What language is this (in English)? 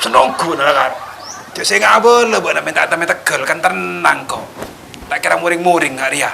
Madurese